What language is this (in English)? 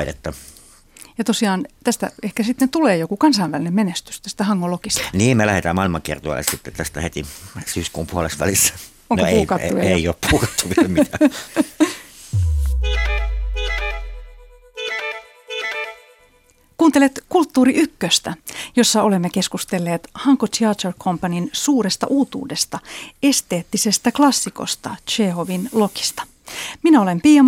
Finnish